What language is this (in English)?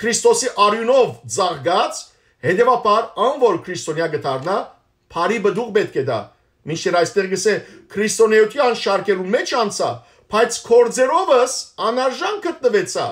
Western Armenian